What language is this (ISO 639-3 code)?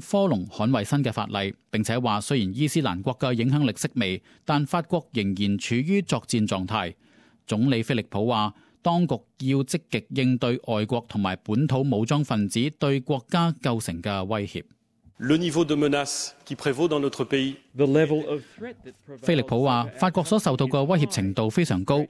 yue